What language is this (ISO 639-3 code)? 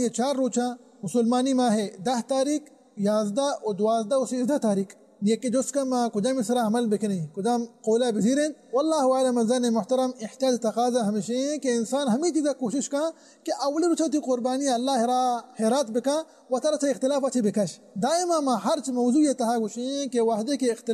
bal